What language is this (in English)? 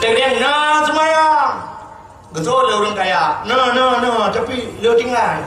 Achinese